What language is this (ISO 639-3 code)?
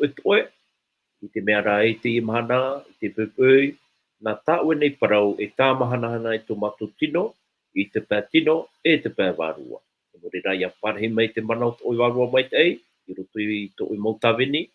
tah